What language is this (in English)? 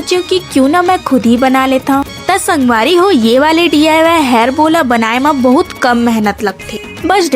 Chhattisgarhi